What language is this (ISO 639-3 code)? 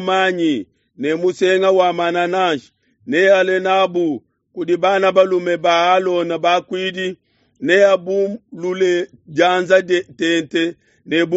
lua